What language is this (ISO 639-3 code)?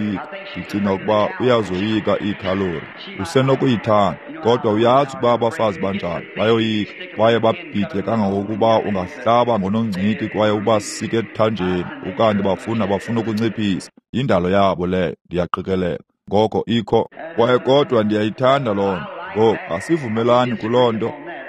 xho